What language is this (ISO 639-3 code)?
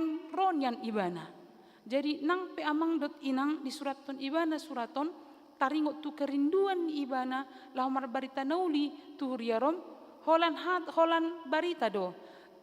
bbc